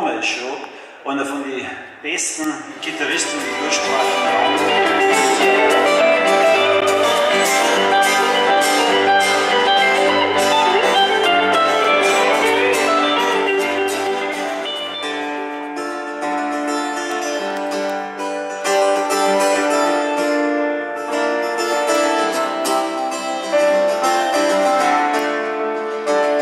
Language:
German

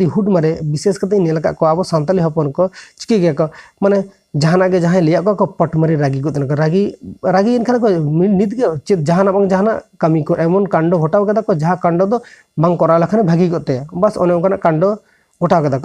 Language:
Santali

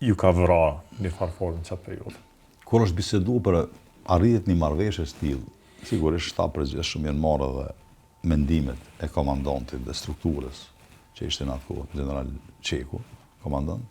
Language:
Albanian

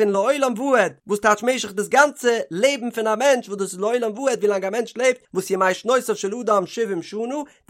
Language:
Yiddish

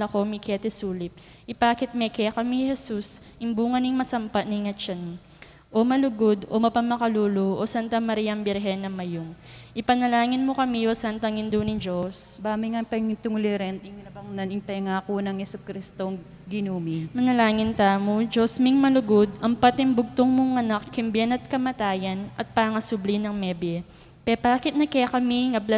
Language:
Pampanga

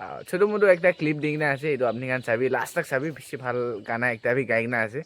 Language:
Naga Pidgin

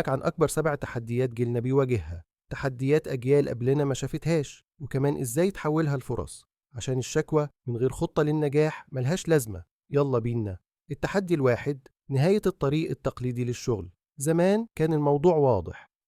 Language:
Egyptian Arabic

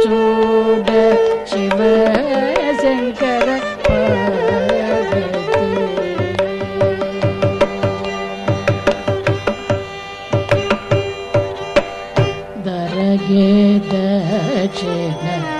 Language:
Kannada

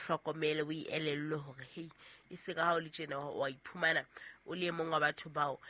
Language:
Southern Sotho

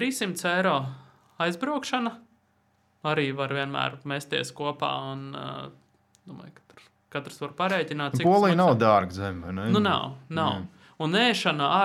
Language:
Latvian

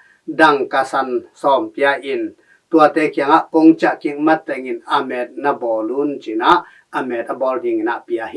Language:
Tedim Chin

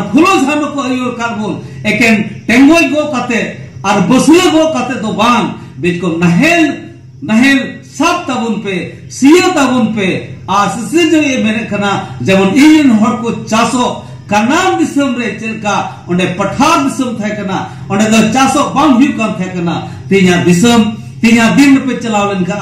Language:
Santali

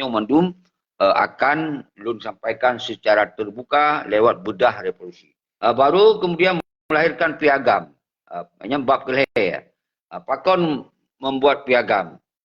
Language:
Achinese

